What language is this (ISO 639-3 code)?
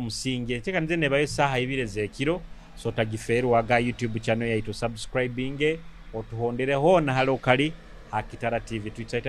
nyo